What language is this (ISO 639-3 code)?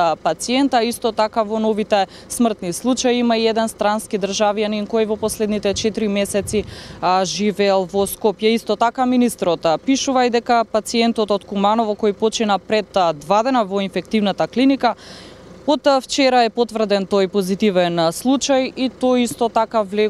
mkd